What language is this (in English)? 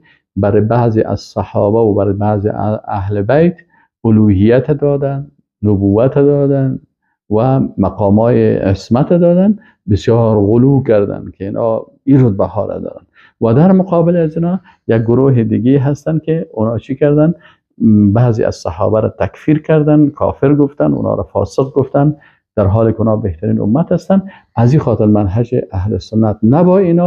Persian